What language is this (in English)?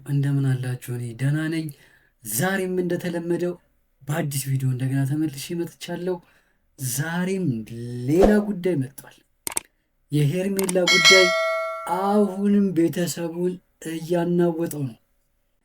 Amharic